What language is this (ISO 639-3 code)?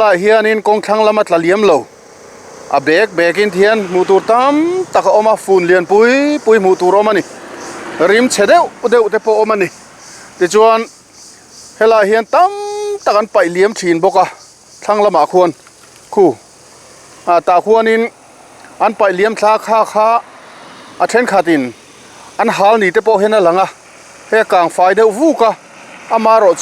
lus